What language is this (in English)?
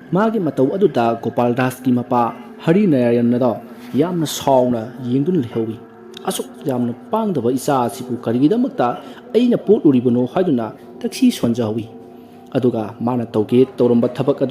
Manipuri